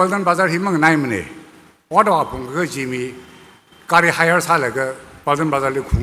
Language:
Tangkhul Naga (India)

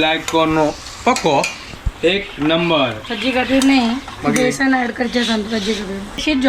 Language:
Konkani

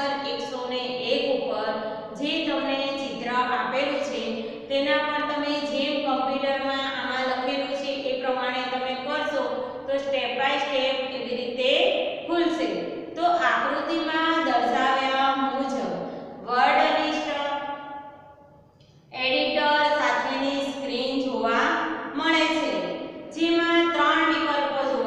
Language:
Gujarati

